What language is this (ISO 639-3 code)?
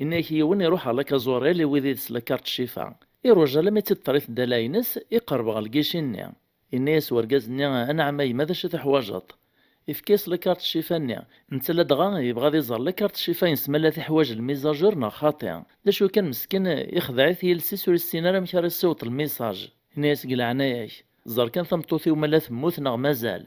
kab